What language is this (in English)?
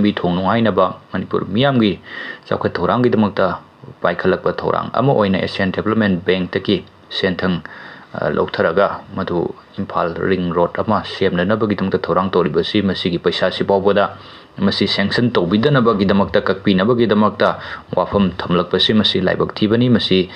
Manipuri